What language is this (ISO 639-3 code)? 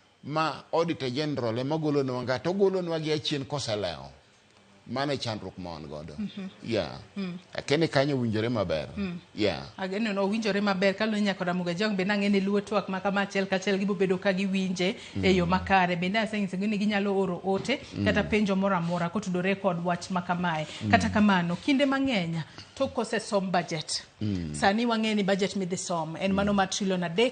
luo